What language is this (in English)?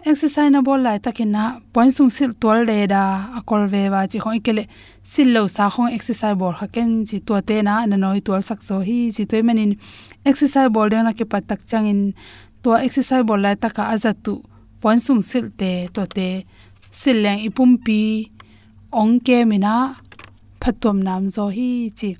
Tedim Chin